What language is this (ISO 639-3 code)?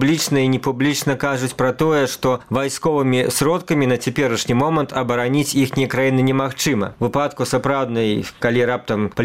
bel